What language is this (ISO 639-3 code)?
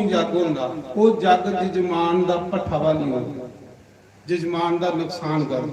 doi